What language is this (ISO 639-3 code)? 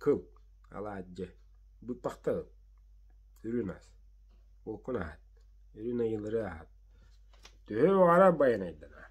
sah